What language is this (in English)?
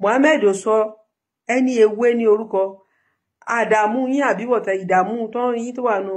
Yoruba